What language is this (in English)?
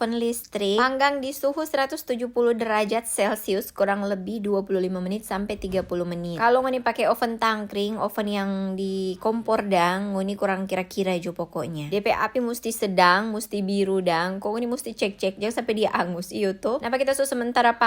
Manado Malay